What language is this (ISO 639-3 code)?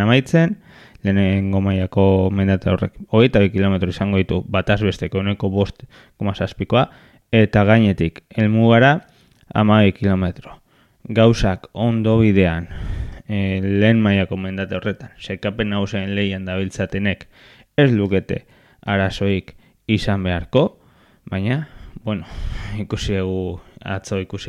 eus